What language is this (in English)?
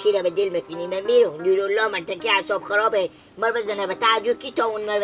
Hazaragi